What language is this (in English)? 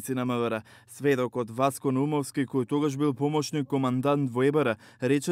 Macedonian